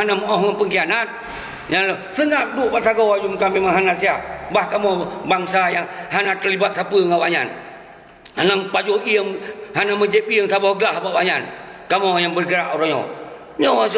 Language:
Achinese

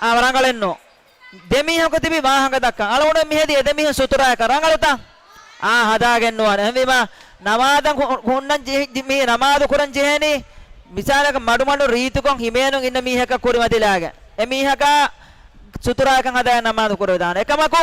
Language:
Divehi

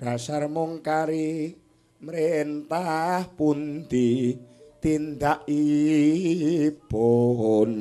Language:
Javanese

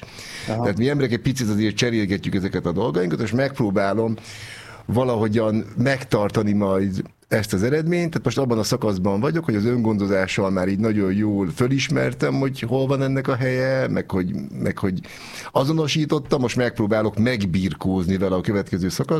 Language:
Hungarian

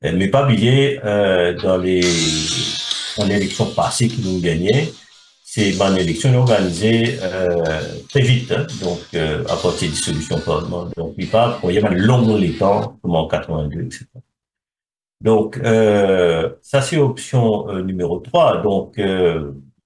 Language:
French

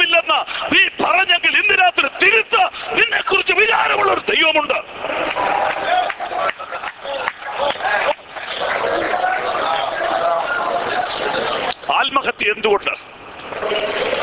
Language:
Malayalam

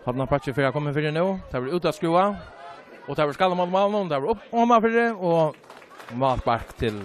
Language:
Faroese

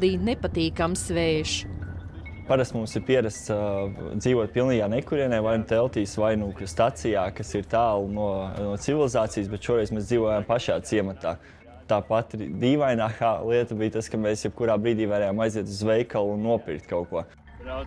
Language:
Latvian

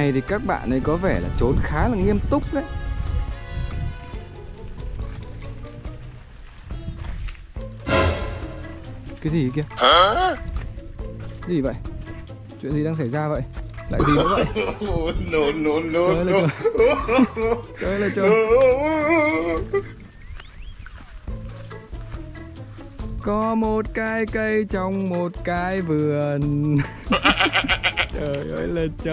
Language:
Vietnamese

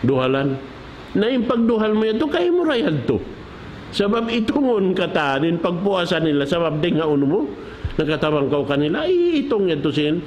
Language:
Tausug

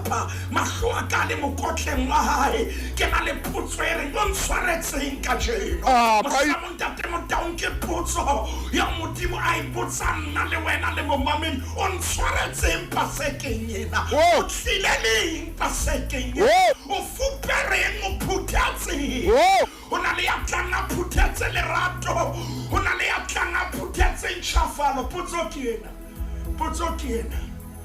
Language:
Southern Sotho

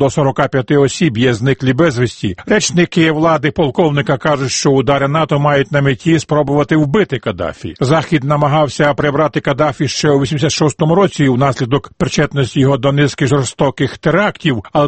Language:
Ukrainian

